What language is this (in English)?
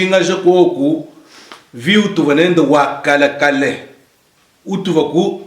Luba-Lulua